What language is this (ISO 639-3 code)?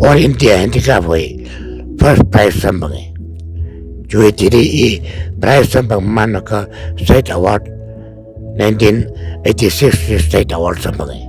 nmf